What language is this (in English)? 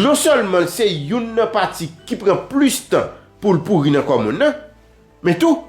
Haitian Creole